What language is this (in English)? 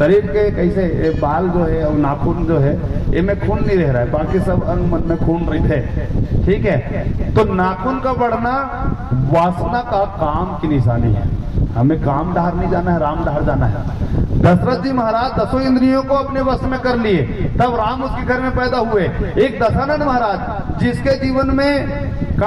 Chhattisgarhi